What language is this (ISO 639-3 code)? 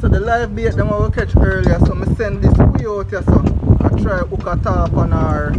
jam